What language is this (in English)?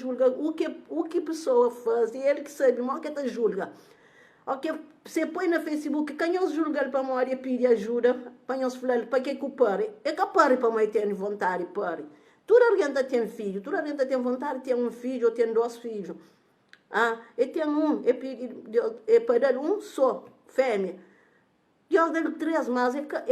Kabuverdianu